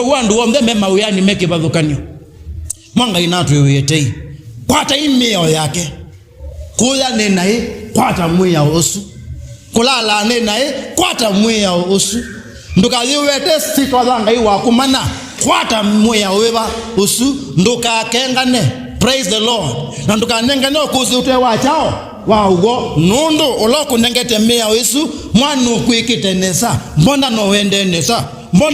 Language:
Kamba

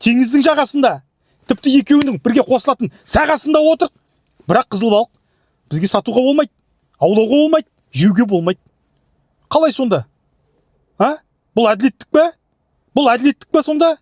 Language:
Kazakh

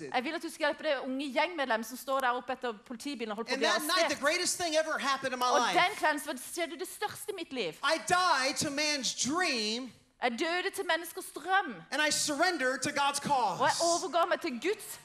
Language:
Norwegian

